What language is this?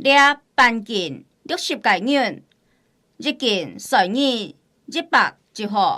Hakka Chinese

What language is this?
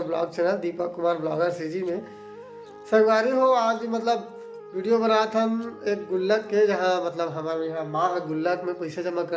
Chhattisgarhi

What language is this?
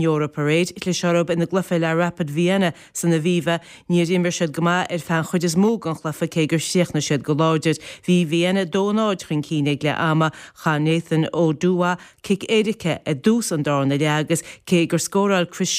Irish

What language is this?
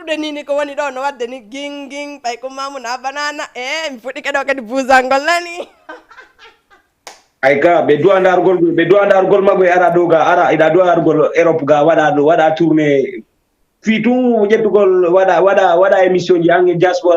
Fula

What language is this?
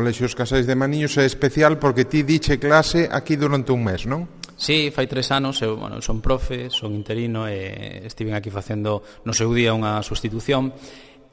Galician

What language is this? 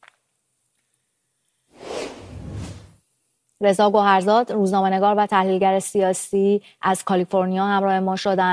Persian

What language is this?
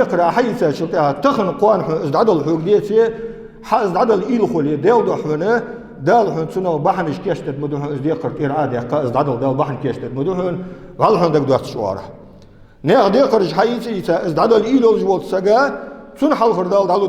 Ingush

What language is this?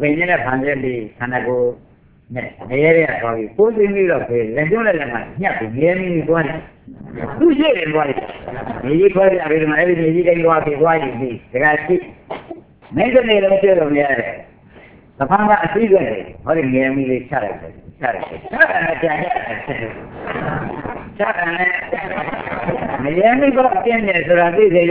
Burmese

